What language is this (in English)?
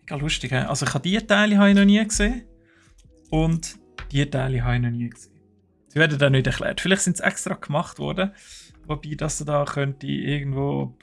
Swiss German